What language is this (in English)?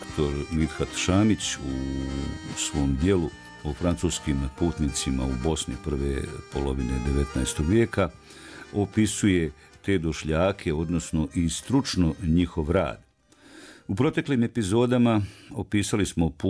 Bosnian